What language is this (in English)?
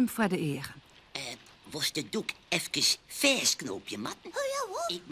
Western Frisian